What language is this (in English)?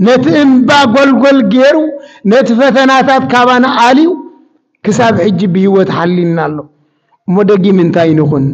Tigrinya